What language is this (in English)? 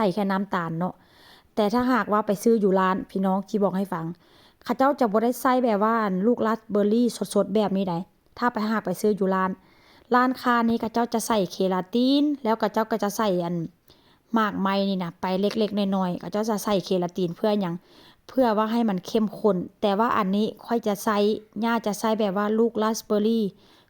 Northeastern Thai